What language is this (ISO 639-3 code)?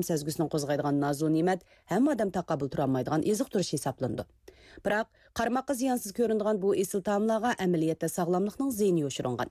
uig